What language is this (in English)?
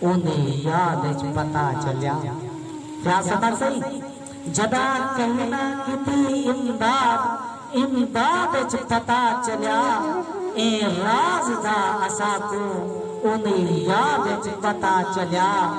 Saraiki